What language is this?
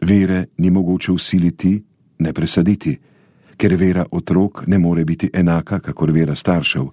Slovenian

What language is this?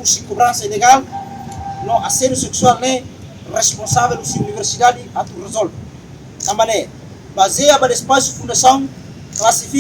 Tetum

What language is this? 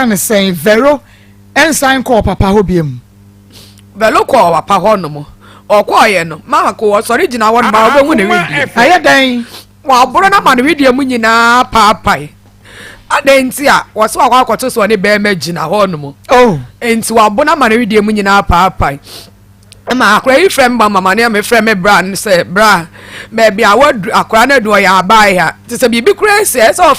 Akan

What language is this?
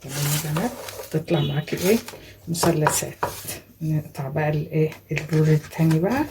Egyptian Arabic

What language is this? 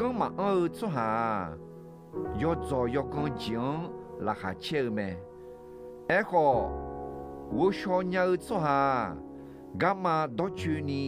Akha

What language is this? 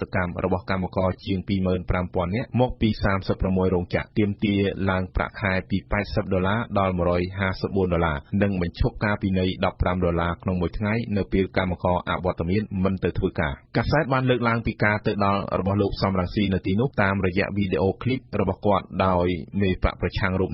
Khmer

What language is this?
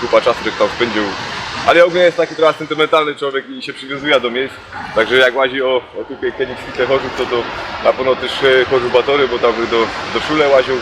Silesian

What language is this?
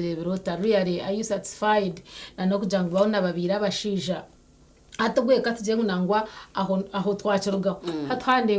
Nyankole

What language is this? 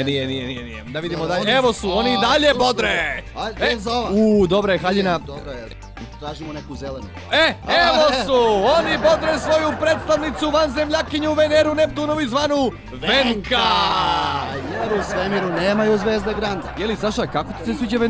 Serbian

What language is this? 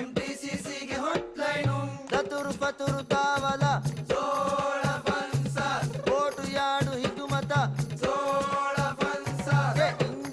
Divehi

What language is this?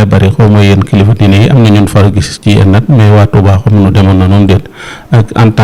Wolof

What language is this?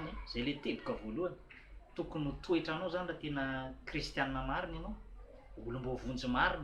Malagasy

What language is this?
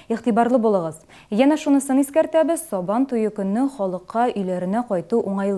Tatar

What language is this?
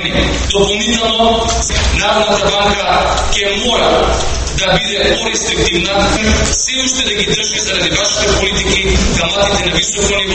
Macedonian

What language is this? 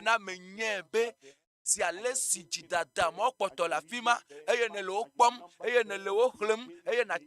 Ewe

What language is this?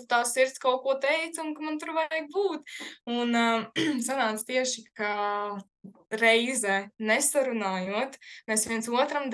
Latvian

